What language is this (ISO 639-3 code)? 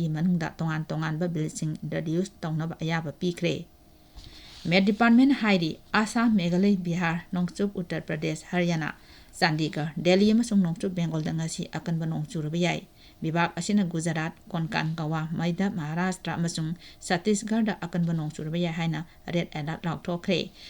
mni